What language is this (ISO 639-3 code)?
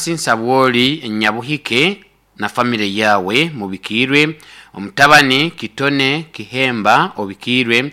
nyo